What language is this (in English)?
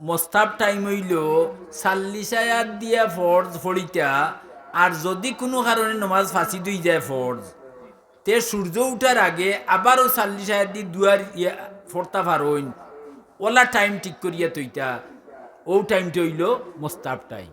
Sylheti